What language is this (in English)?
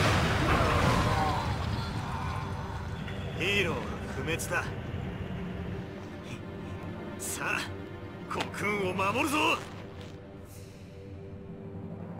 Japanese